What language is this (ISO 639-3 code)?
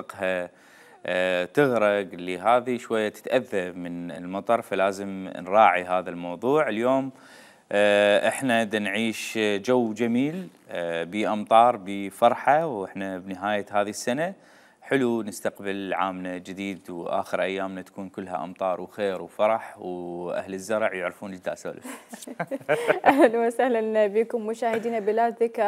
acm